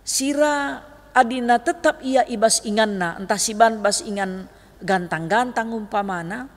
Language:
Batak Karo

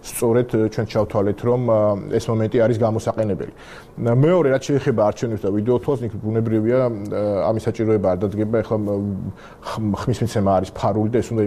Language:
Georgian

